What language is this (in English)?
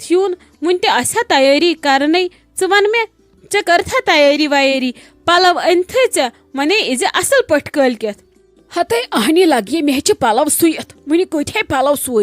Kashmiri